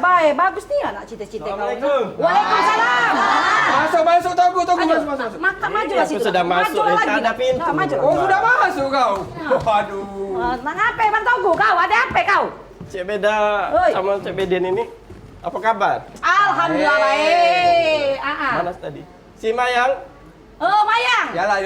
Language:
Musi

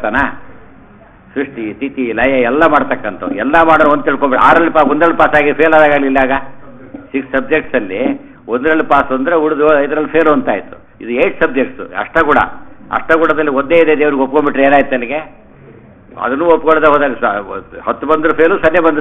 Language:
Kannada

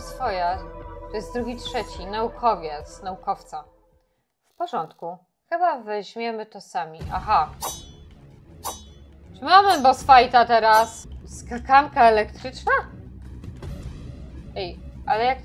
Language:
Polish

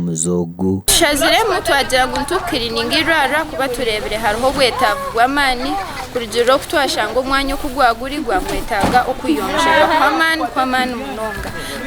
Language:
Nyankole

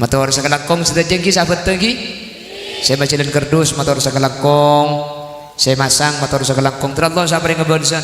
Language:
Madurese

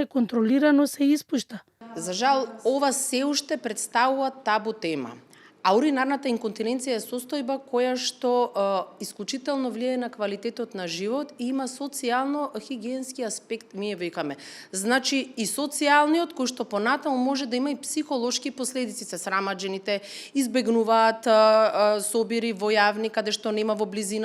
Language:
Macedonian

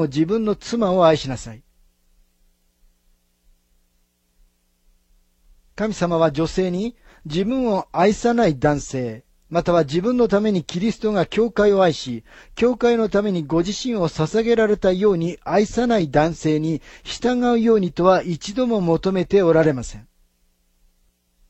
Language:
Japanese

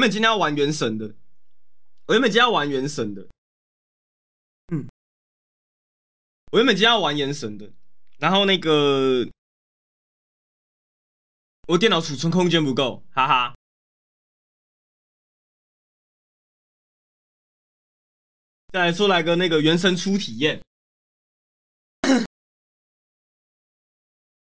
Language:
Chinese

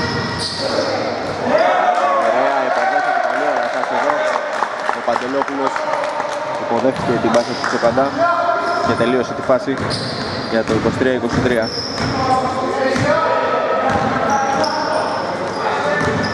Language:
Greek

